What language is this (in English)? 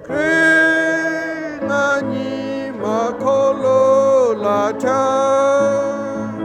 Lahu